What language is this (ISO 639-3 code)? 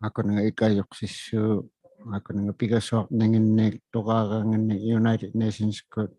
iku